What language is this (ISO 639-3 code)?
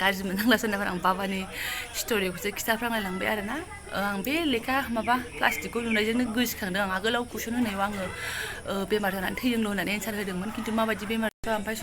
brx